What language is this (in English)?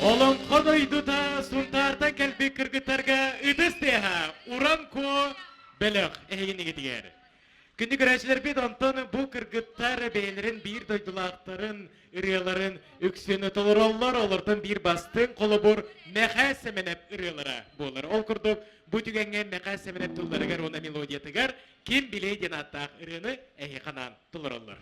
Yakut